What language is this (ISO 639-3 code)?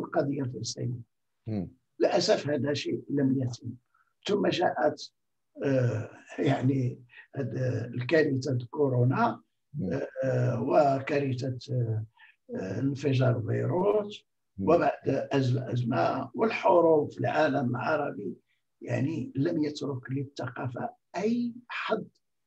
ara